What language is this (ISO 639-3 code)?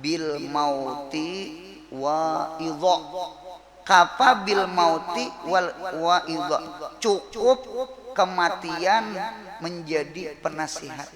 bjn